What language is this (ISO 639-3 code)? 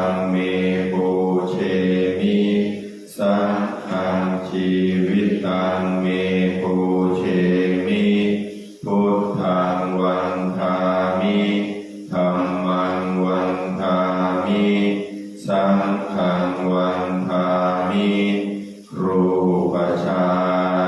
pli